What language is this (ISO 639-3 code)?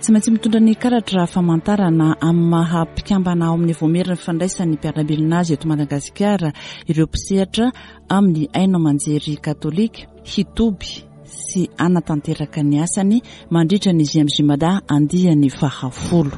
mlg